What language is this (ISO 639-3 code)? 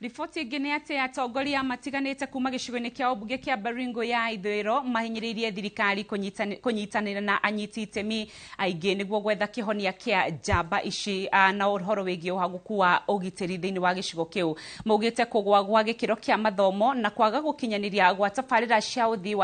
kik